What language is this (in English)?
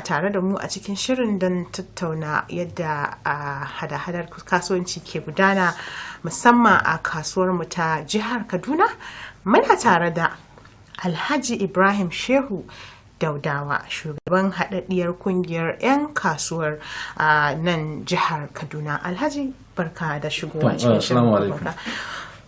Hausa